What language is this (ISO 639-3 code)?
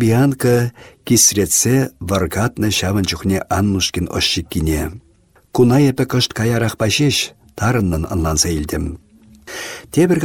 chv